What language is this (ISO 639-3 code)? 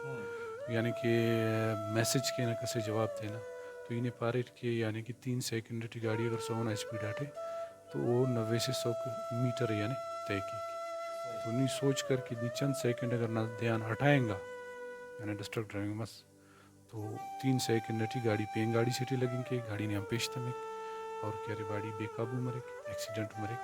brh